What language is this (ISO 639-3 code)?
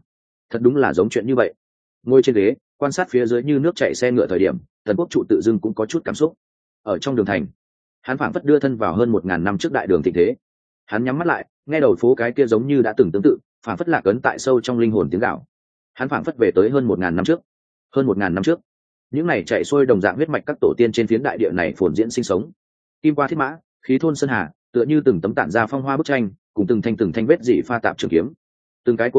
vie